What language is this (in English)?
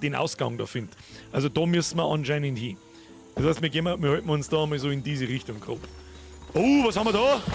Bavarian